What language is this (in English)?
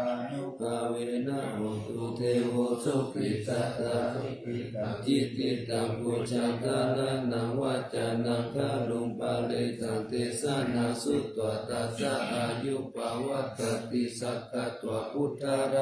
Pali